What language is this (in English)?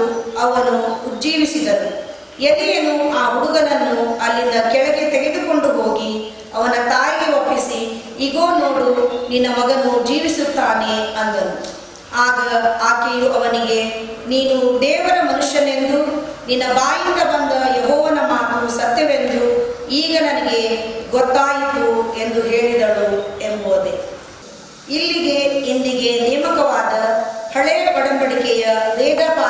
Kannada